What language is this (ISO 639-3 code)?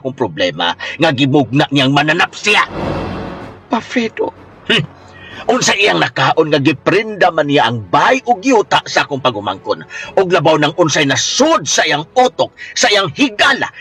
ceb